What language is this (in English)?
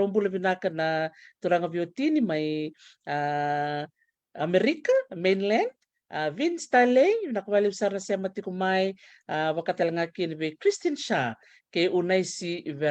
Fijian